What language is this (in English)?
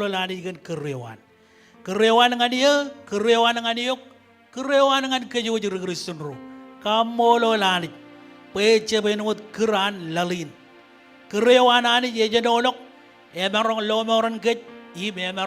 Marshallese